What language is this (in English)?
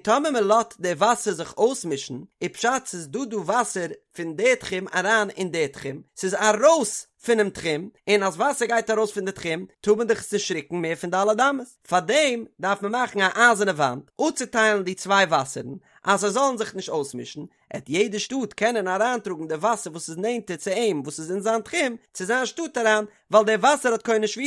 Yiddish